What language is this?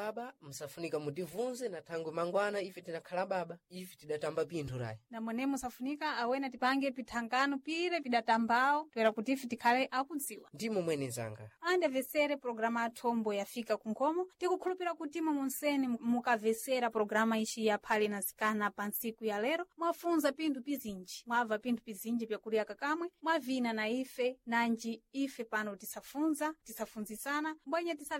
Sena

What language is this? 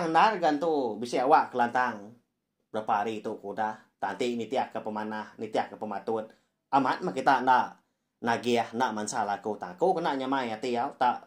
Iban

